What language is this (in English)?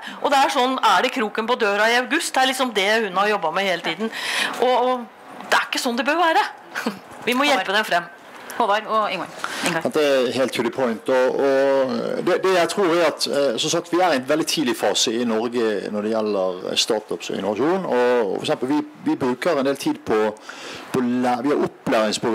Norwegian